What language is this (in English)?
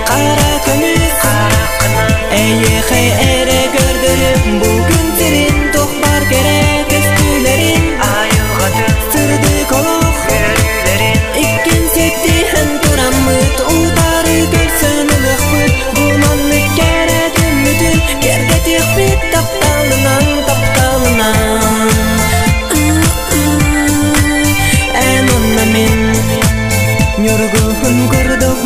Kazakh